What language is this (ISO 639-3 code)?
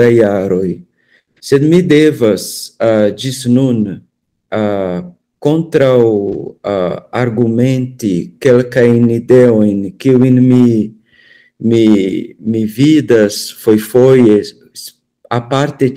epo